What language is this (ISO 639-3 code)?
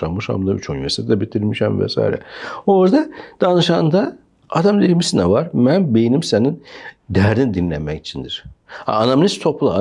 aze